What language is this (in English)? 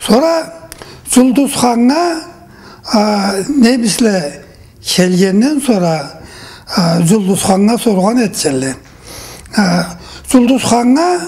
Karachay-Balkar